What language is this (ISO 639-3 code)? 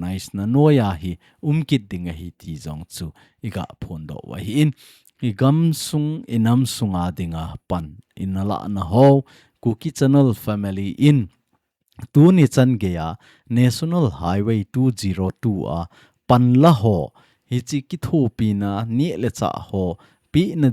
tcz